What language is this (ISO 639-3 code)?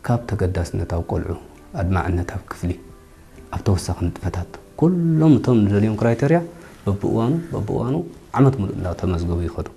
tir